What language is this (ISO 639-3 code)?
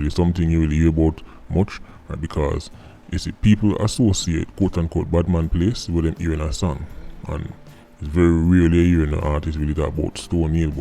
jam